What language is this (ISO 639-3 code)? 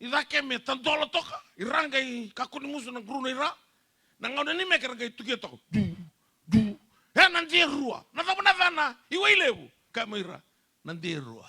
fij